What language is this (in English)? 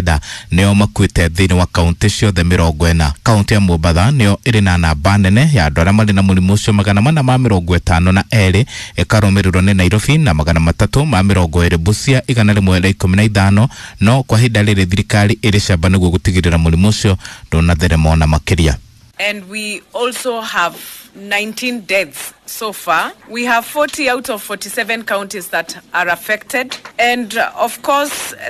Kikuyu